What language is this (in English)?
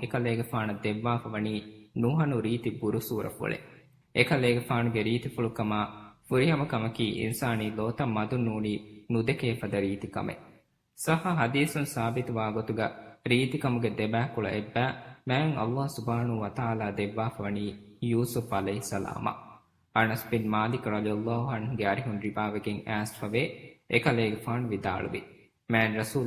Divehi